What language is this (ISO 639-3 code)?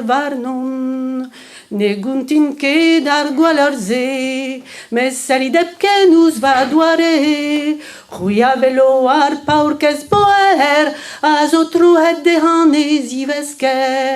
bre